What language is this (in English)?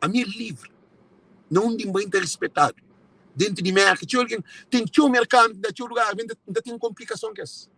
Kabuverdianu